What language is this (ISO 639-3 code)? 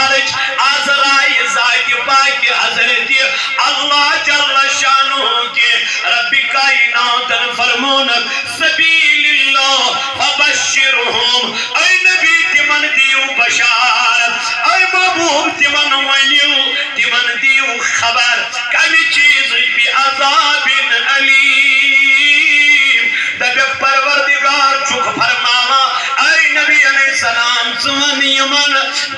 kas